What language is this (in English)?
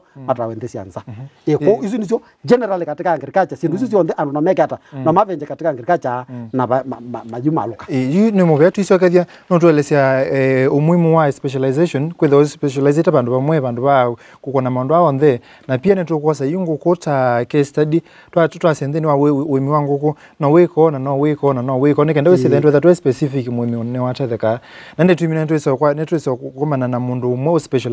Kamba